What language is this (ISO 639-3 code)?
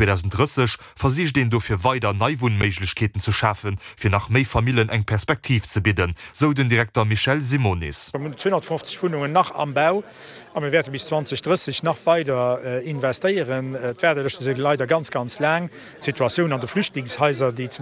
ltz